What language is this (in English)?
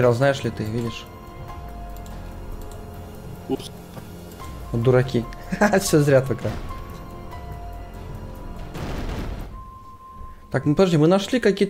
Russian